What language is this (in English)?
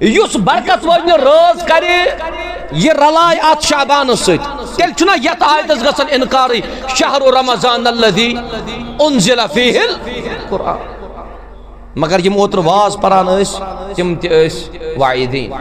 Kashmiri